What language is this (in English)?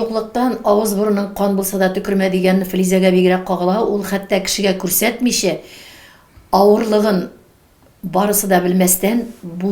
Tatar